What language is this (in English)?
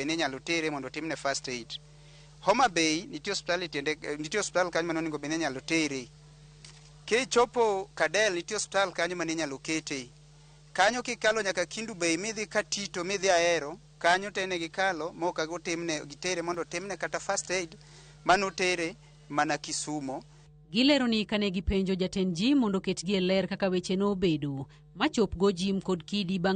Luo (Kenya and Tanzania)